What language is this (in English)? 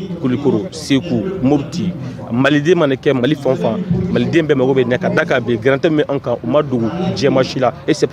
Bambara